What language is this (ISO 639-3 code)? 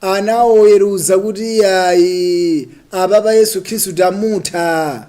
nya